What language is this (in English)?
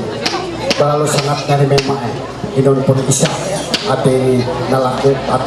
Ma'anyan